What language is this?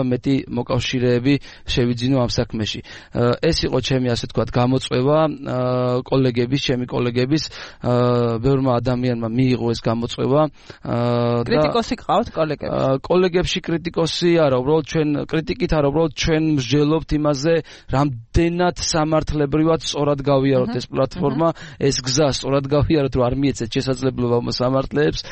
Georgian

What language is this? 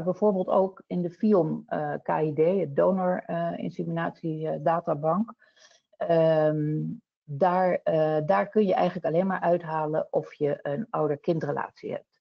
Dutch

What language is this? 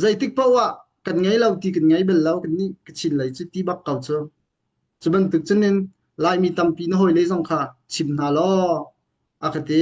Hakha Chin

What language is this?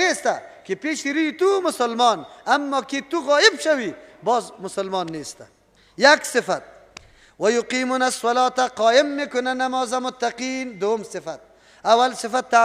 Persian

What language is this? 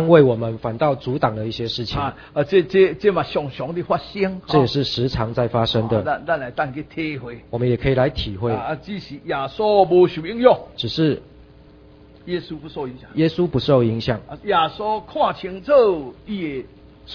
Min Nan Chinese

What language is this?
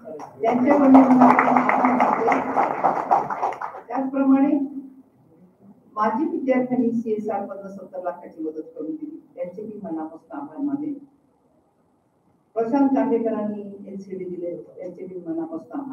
Marathi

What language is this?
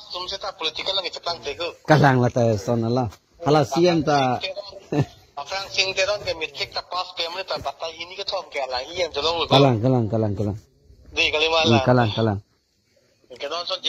Karbi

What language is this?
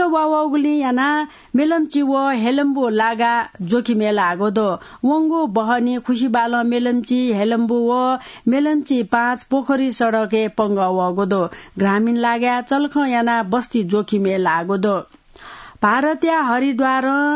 Newari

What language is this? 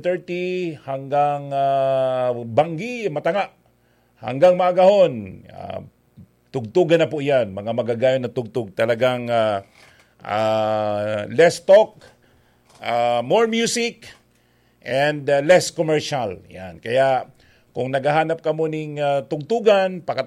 Bikol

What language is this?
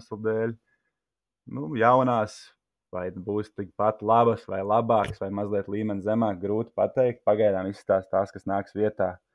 Latvian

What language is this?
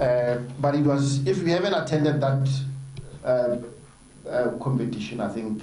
Tswana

